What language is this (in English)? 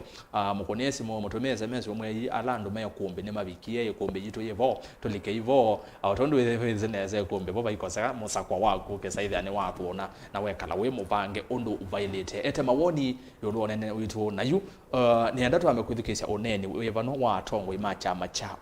Kamba